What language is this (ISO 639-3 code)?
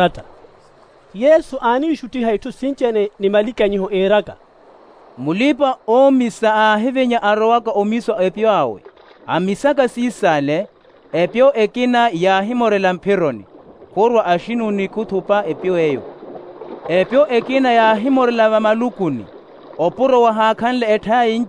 vmw